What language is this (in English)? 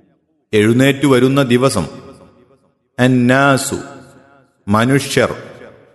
Malayalam